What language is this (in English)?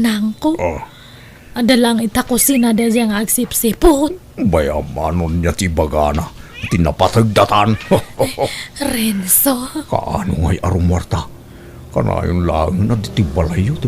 Iloko